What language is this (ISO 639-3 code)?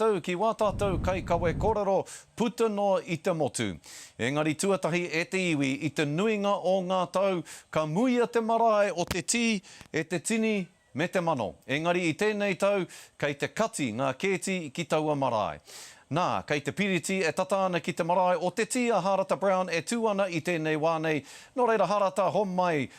mri